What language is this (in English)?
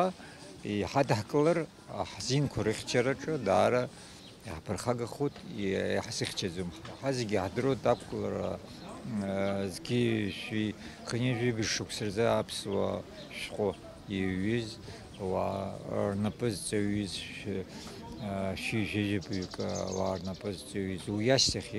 Abkhazian